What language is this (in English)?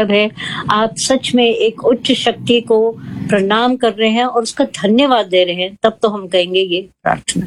Hindi